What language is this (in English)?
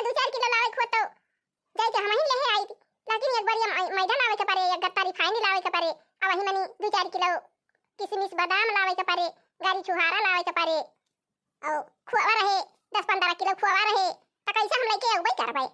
Awadhi